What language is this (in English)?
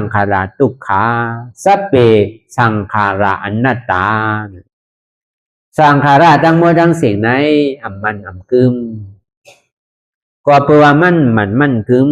Shan